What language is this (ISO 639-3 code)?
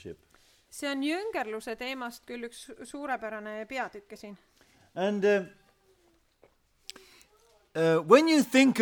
est